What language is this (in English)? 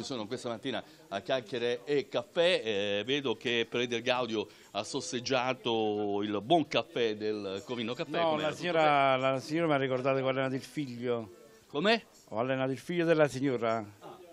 Italian